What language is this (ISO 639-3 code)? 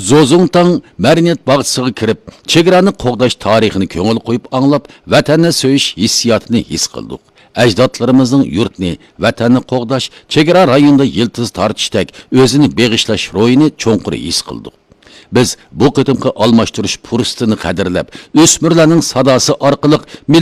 uig